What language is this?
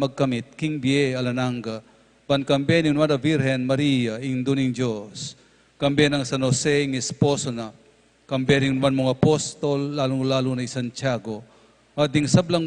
Pampanga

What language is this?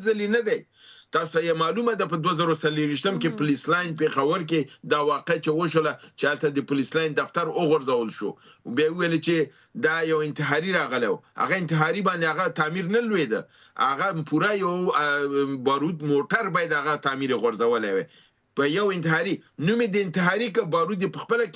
Pashto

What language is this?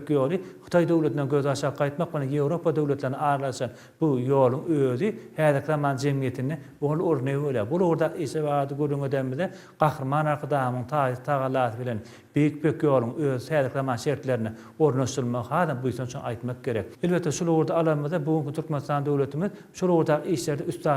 Turkmen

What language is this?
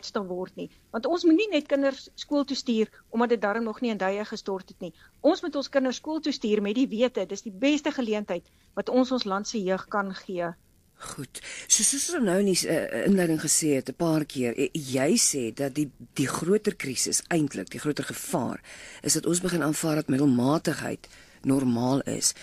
Afrikaans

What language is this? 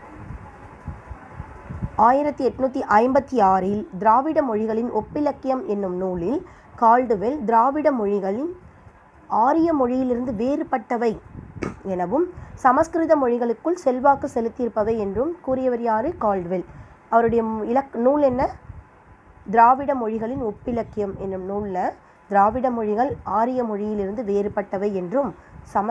Tamil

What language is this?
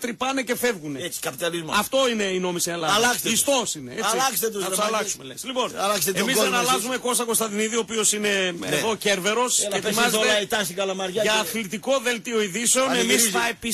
Greek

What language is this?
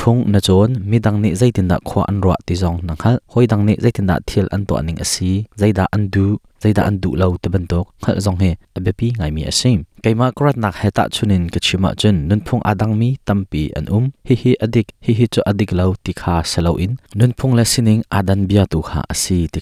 Hakha Chin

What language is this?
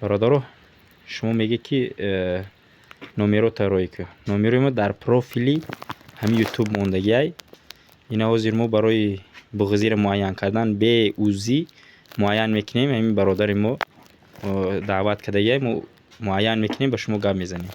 Tajik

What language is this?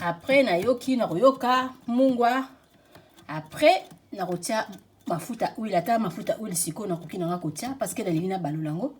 Lingala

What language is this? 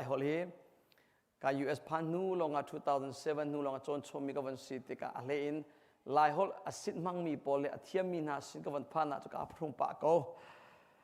Hakha Chin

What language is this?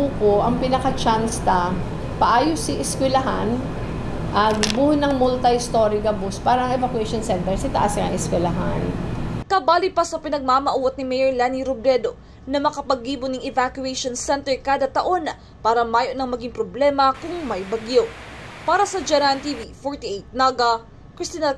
Bikol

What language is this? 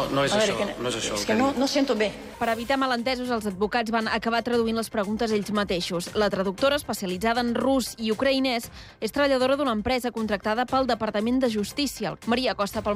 Catalan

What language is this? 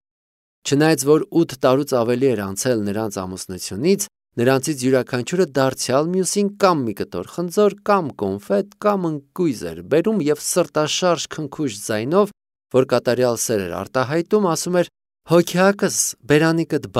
Armenian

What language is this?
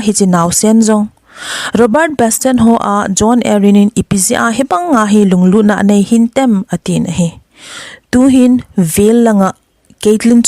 Thado Chin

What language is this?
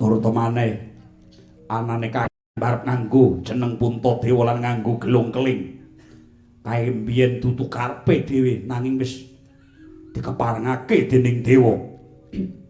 Javanese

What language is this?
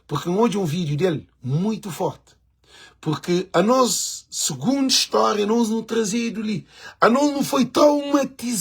Kabuverdianu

